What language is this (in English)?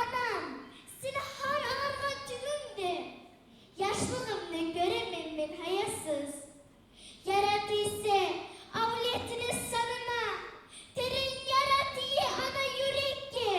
Kumyk